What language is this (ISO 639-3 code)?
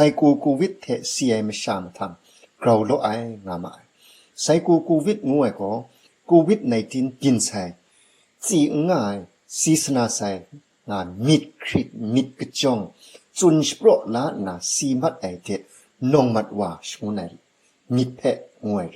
kac